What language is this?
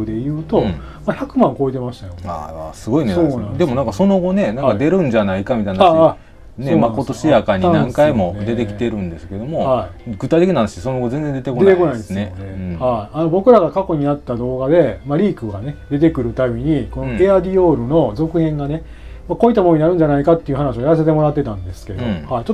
Japanese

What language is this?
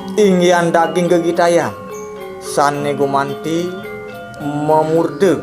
Balinese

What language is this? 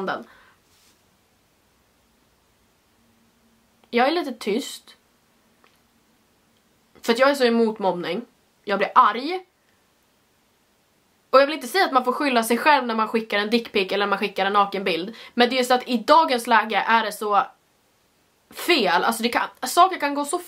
Swedish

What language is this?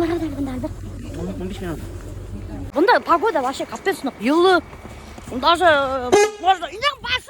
Bashkir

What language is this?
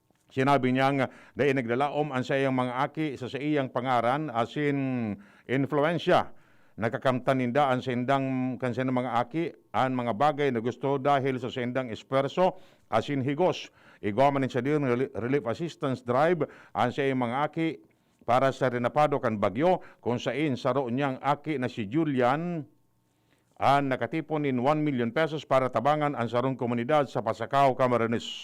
Bikol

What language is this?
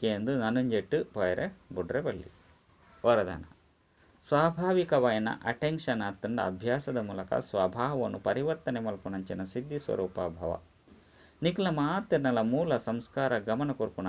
Tulu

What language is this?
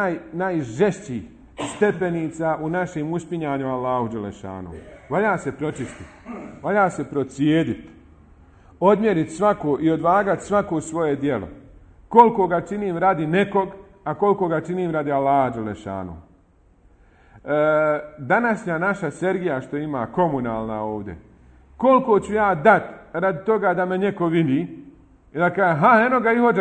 Bosnian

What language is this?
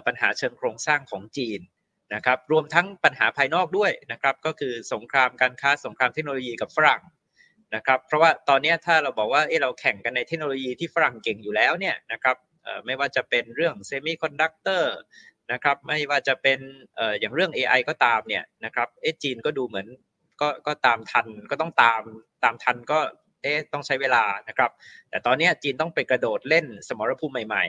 Thai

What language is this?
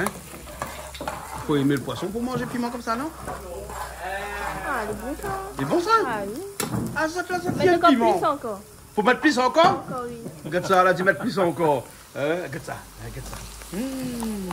Réunion Creole French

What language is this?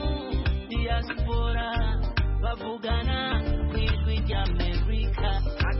Kinyarwanda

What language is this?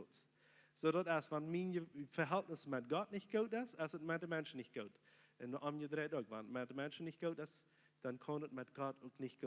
Plautdietsch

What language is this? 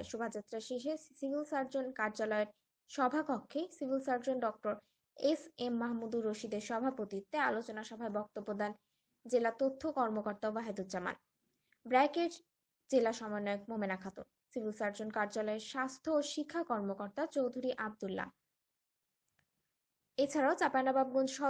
Bangla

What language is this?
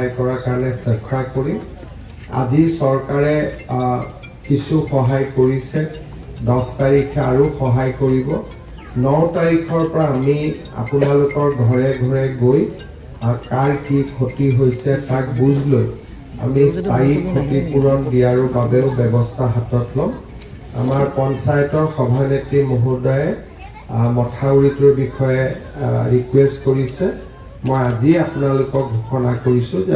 Assamese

